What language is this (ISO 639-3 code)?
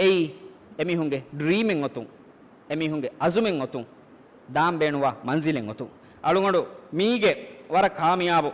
div